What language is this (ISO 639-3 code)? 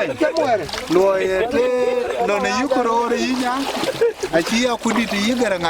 din